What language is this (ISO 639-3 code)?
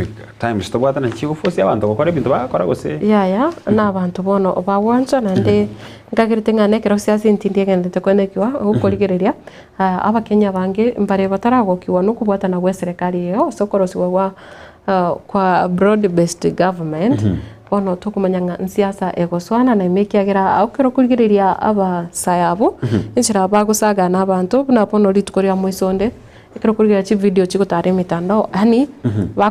guz